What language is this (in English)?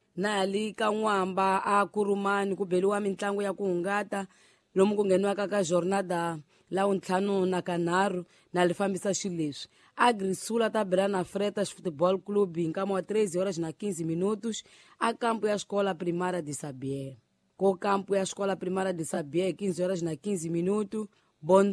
Tsonga